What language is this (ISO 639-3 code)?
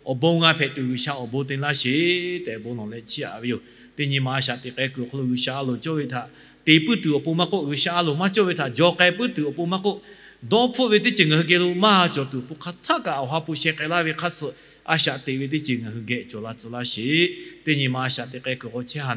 lhu